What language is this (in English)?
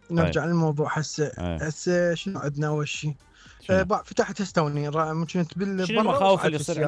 Mesopotamian Arabic